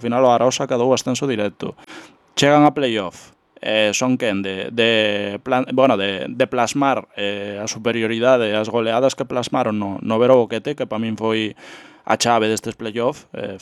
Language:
Galician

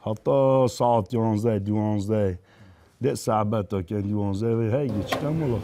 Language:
Kurdish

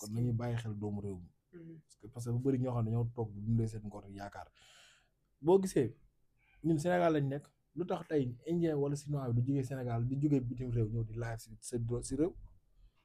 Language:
Wolof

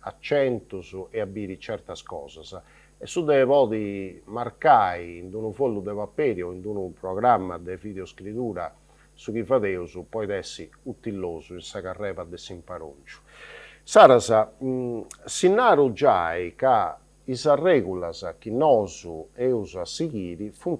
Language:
Sardinian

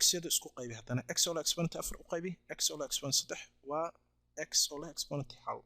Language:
Somali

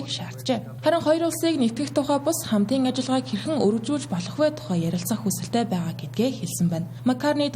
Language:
Mongolian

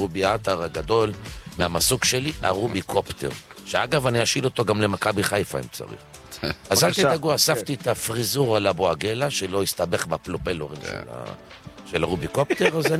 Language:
Hebrew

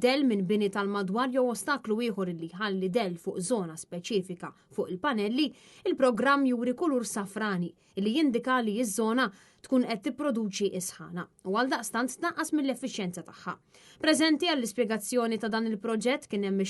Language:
Maltese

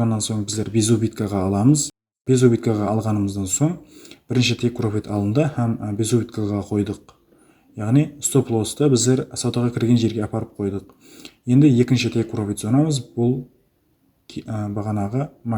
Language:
Kara-Kalpak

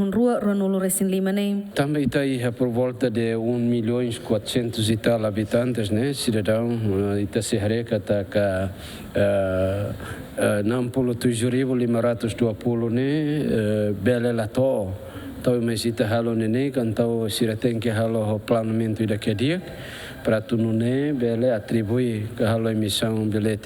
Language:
Tetum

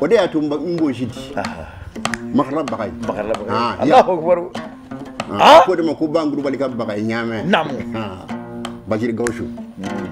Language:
Bambara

